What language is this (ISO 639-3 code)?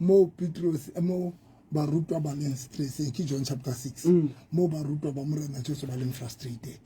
sot